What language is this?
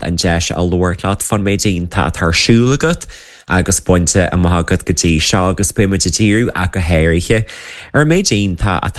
Irish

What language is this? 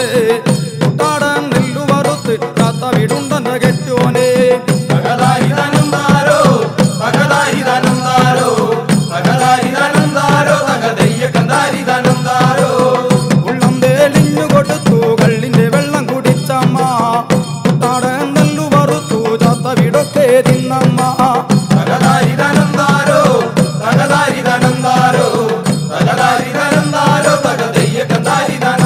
Malayalam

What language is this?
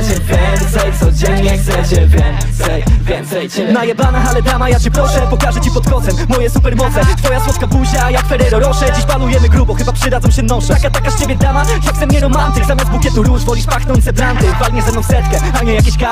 Polish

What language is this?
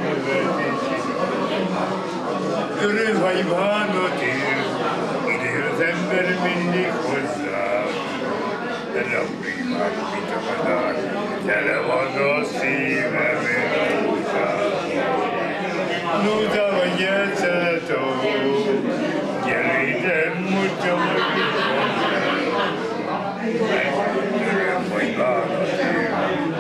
Hungarian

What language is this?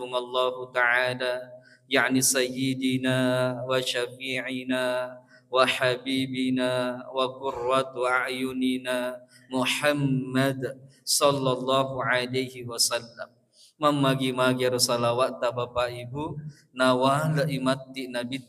Buginese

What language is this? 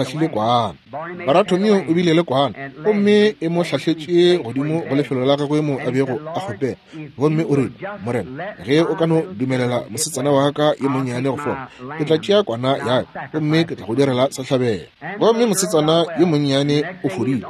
Northern Sotho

